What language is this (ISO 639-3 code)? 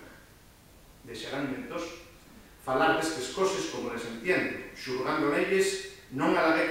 ast